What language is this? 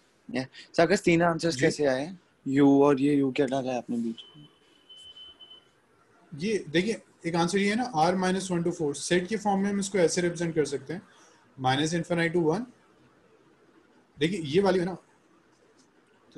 Hindi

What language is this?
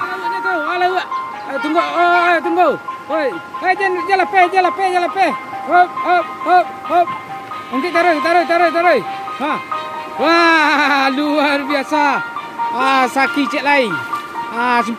Minangkabau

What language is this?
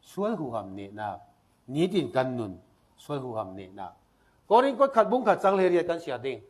Falam Chin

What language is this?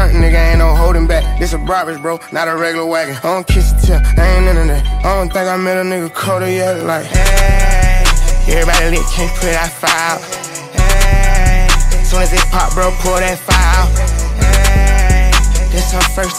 English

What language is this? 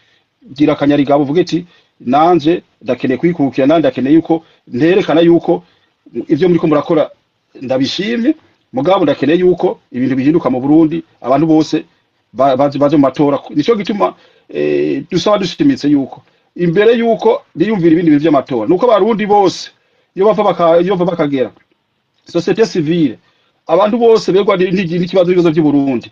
Rundi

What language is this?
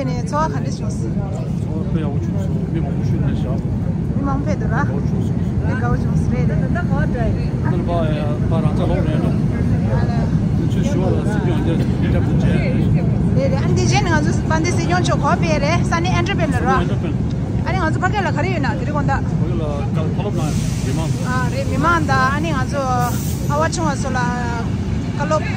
Tibetan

